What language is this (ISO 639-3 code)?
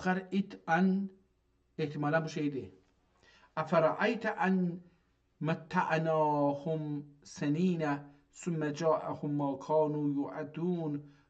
azb